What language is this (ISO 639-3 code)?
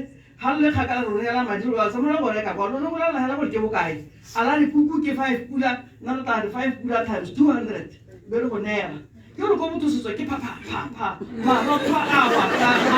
tsn